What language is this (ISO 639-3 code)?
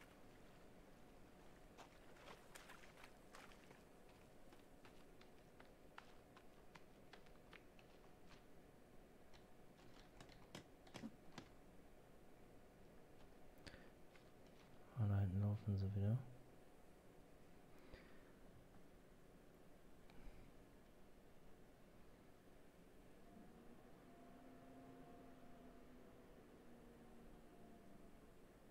deu